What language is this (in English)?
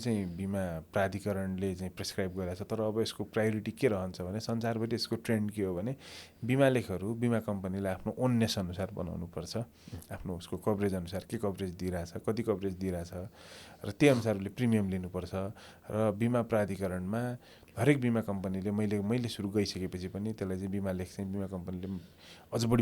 Nepali